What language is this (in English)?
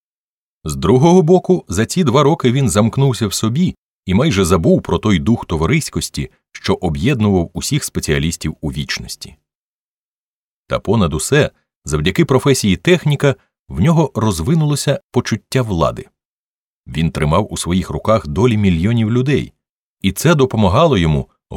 Ukrainian